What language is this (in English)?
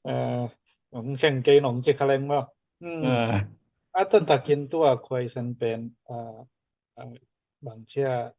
Tedim Chin